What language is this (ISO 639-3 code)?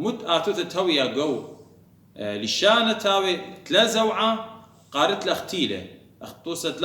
aii